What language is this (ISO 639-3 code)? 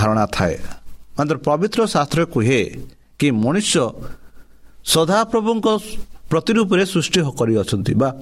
ori